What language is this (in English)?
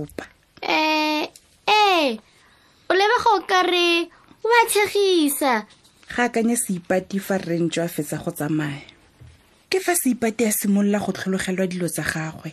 Tswana